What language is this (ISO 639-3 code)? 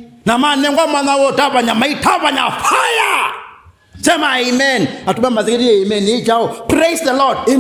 kam